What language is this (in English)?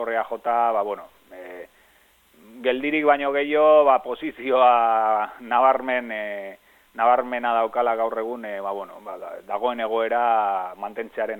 Basque